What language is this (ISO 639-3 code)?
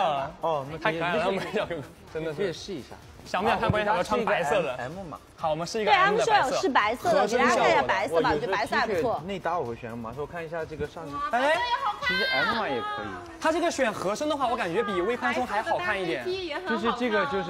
zho